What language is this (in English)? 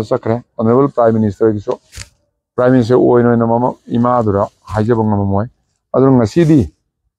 Manipuri